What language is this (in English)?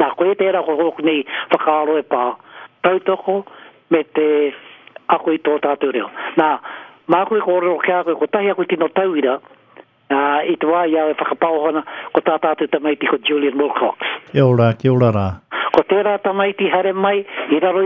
Māori